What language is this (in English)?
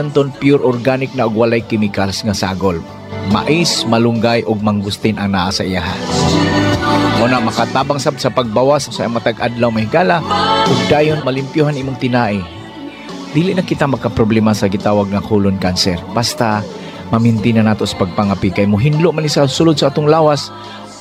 Cebuano